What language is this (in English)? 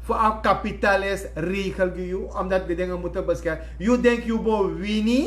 Sranan Tongo